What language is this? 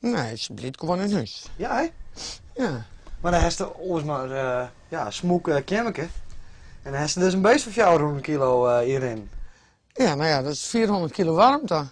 Western Frisian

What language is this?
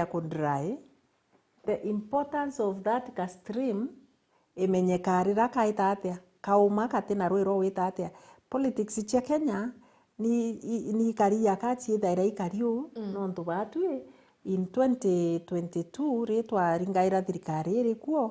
Meru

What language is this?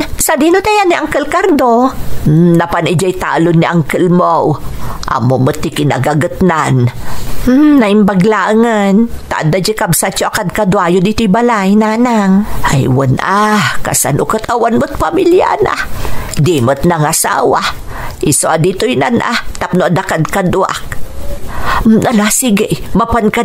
Iloko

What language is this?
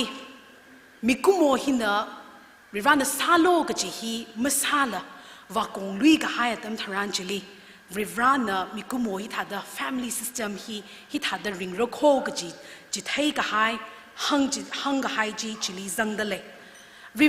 Tangkhul Naga (India)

